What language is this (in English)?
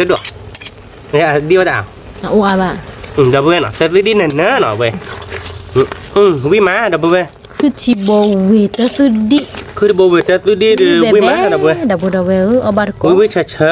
S'gaw Karen